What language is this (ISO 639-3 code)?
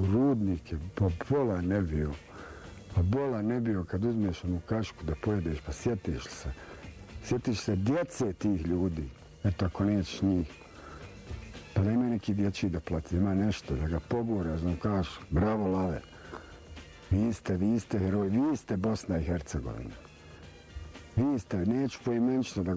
bos